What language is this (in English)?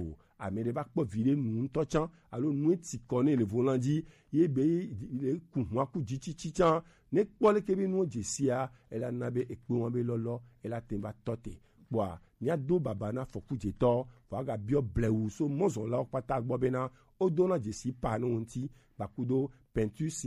Gen